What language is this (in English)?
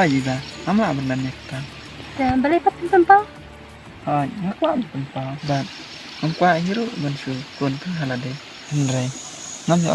Khasi